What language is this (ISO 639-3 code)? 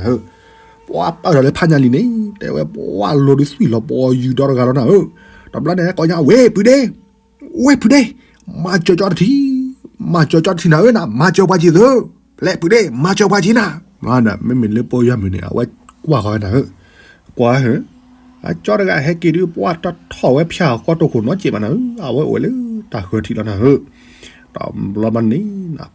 ksw